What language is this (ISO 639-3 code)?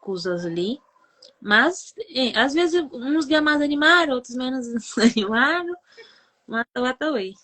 kea